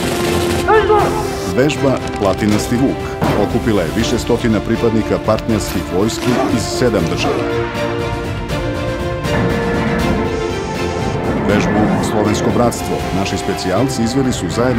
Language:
Serbian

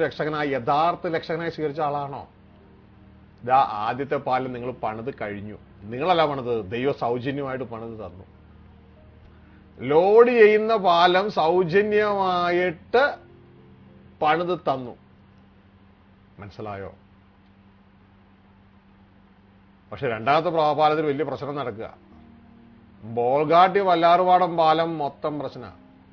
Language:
Malayalam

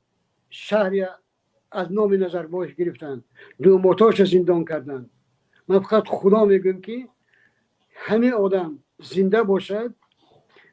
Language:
Tajik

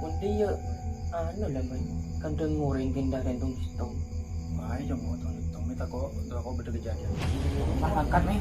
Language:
Madurese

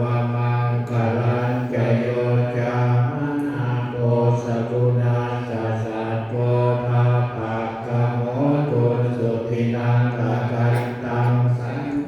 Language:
Pali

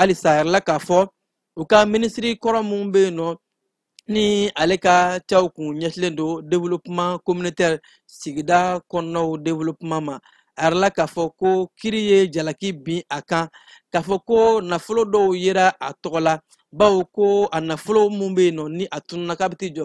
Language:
Bambara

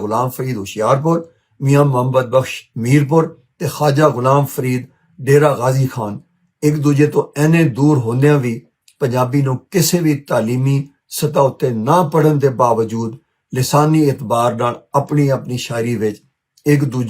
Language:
Western Panjabi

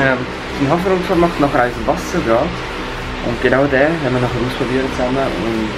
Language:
Swiss German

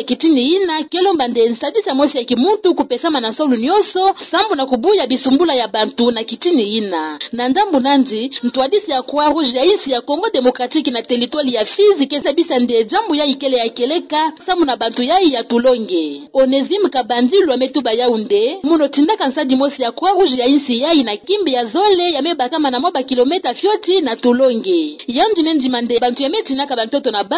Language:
Kituba (Democratic Republic of Congo)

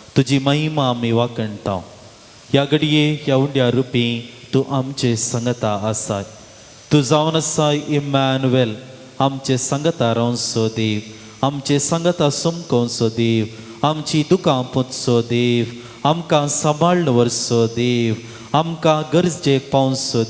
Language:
Konkani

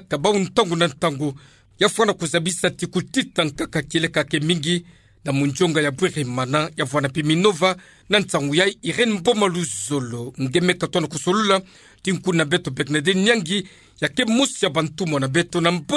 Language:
Kituba (Democratic Republic of Congo)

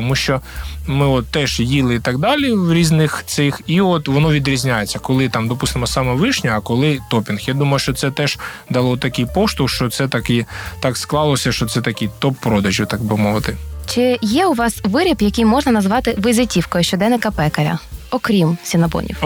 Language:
Ukrainian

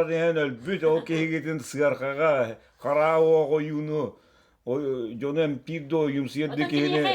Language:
Yakut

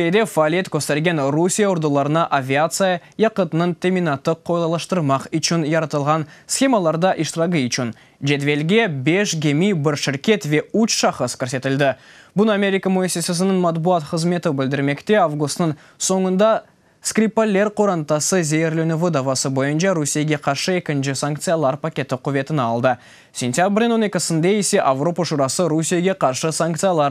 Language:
Crimean Tatar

